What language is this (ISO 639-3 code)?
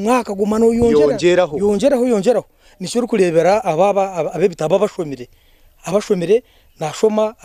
nyn